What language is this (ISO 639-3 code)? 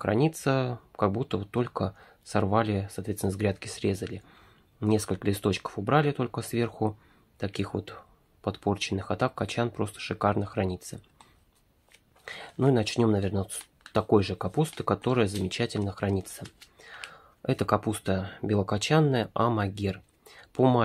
rus